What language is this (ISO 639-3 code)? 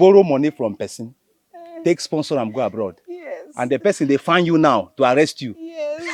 pcm